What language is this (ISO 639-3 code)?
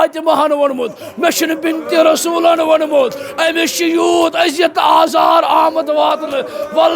kas